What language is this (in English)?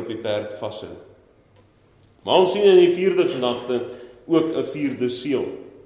Afrikaans